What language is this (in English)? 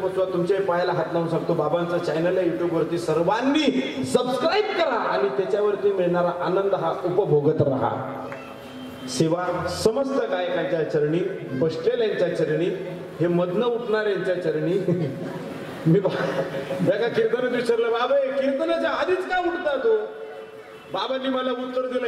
Marathi